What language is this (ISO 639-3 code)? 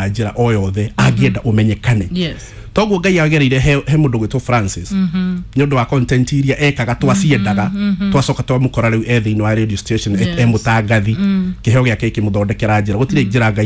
kik